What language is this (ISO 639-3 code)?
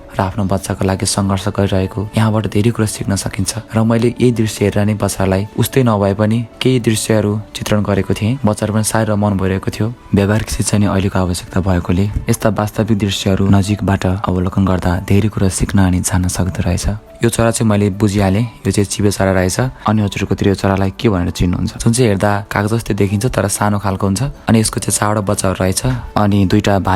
nep